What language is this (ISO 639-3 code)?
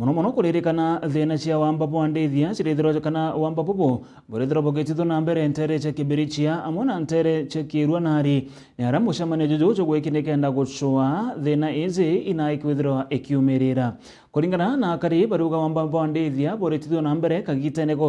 mer